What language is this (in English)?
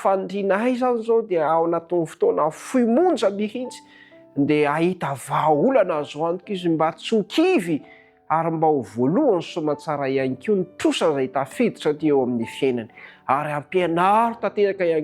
Malagasy